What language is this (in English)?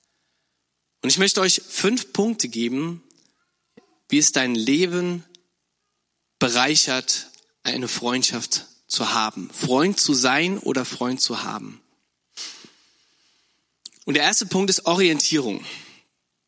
German